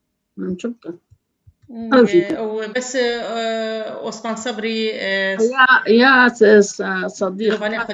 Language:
Kurdish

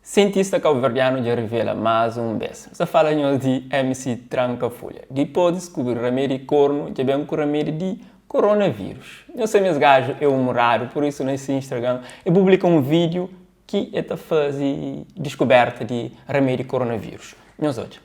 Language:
Kabuverdianu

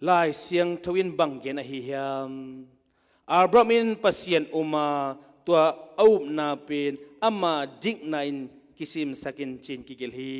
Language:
Tedim Chin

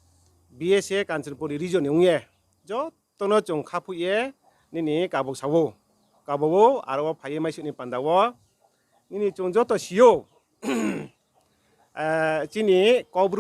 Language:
Riang (India)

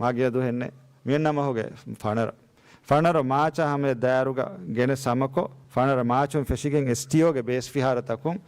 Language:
Divehi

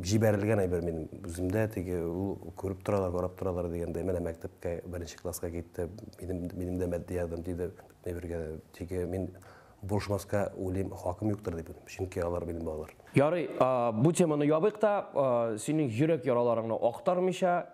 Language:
Tatar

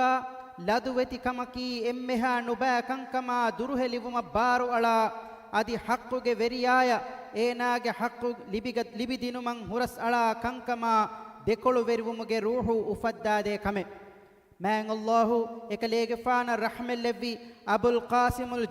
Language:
Divehi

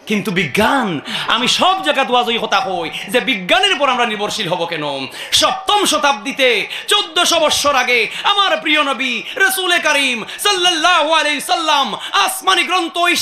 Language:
Sylheti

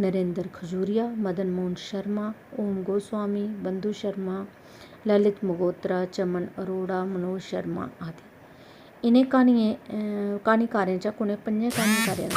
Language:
Dogri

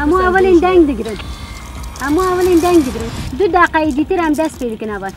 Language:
Kurdish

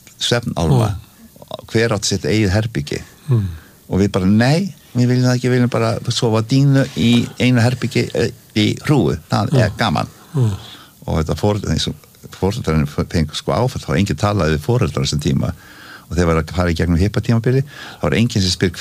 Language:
Icelandic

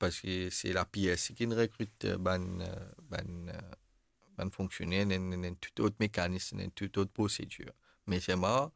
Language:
Morisyen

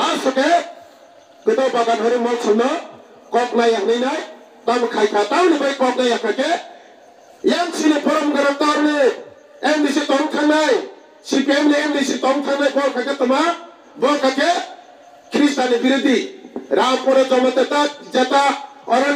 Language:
Kok Borok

